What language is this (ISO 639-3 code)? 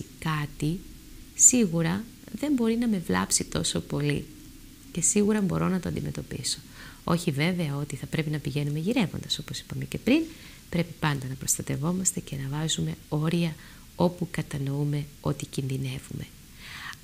ell